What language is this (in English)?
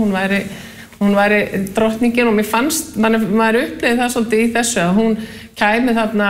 Icelandic